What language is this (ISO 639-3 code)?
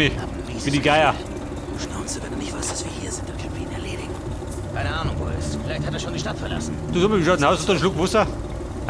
bar